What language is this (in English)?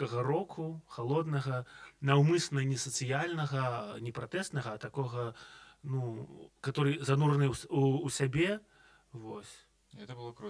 Belarusian